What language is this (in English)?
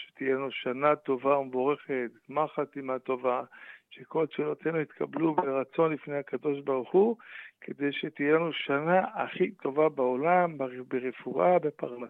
Hebrew